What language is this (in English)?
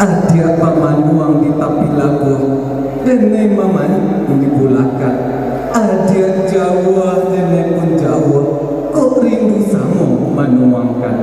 Minangkabau